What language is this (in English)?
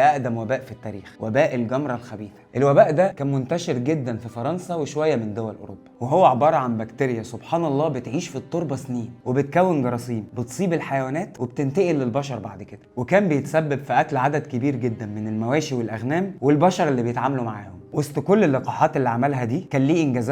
Egyptian Arabic